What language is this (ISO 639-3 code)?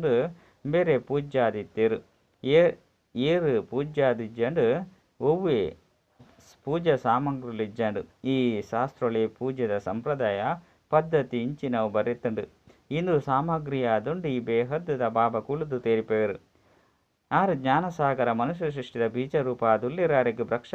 tcy